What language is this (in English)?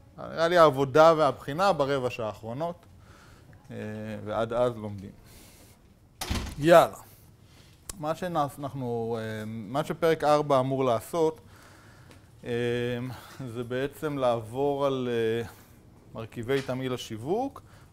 Hebrew